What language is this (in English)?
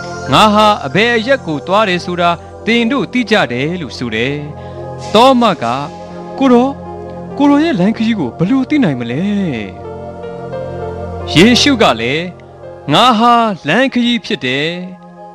Burmese